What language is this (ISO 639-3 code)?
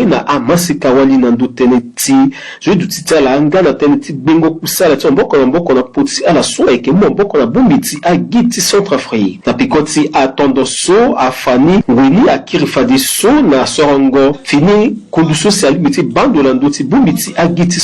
sag